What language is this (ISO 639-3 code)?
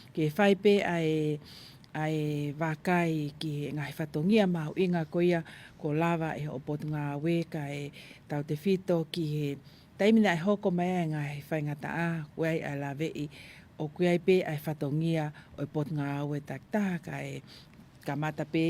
ton